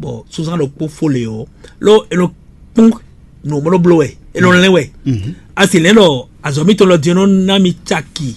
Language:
Fon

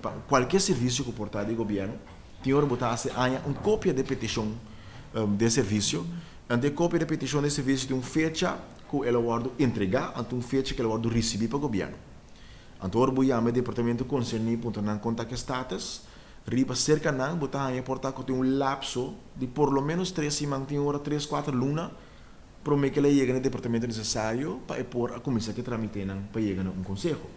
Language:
Papiamento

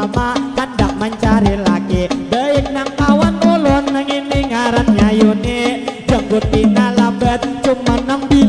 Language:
Banjar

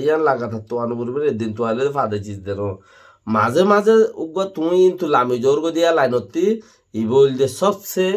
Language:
Rohingya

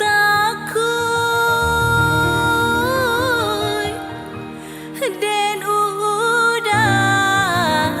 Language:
Minangkabau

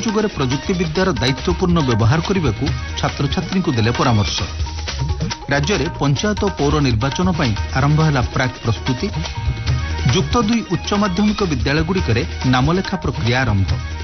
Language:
Odia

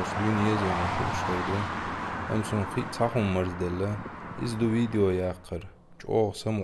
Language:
Chechen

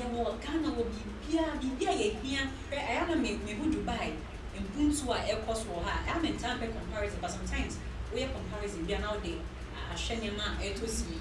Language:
Akan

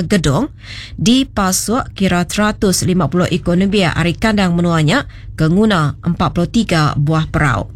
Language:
Iban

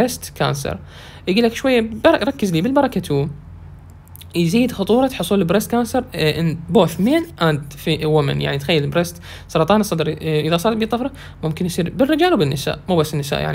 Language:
Mesopotamian Arabic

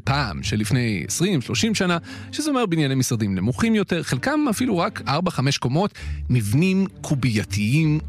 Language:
Hebrew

